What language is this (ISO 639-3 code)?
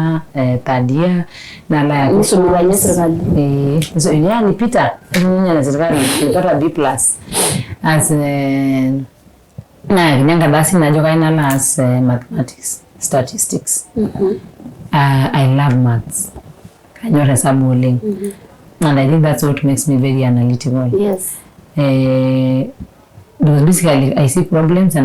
mas